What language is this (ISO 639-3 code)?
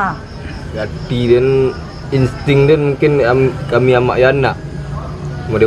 min